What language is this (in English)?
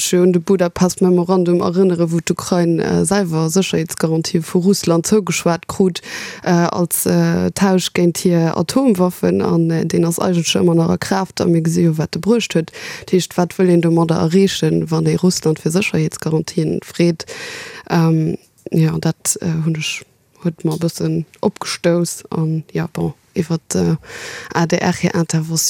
Luxembourgish